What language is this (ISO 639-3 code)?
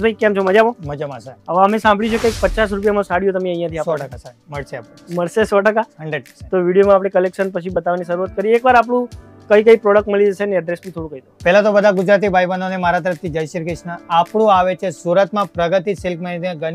guj